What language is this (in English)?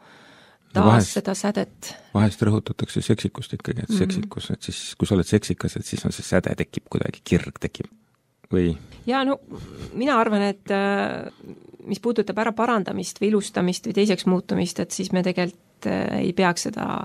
Estonian